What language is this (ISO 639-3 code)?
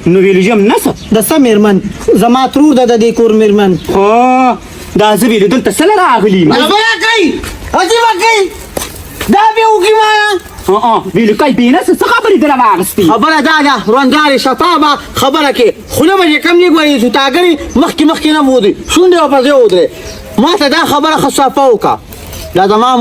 pus